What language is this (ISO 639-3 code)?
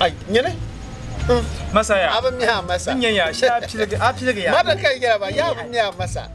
dag